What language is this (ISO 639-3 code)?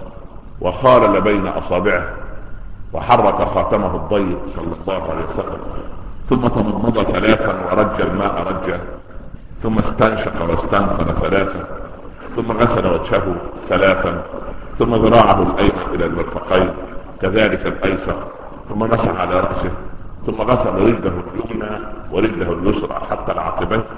ara